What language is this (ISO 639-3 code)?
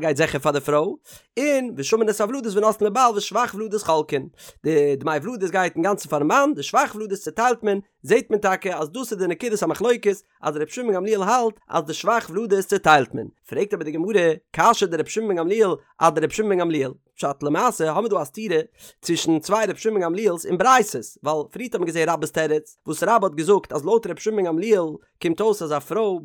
yid